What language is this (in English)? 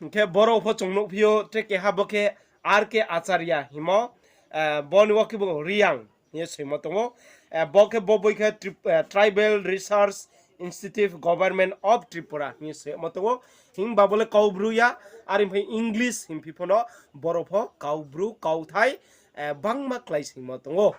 Riang (India)